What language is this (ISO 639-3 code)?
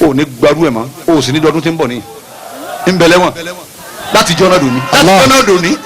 yor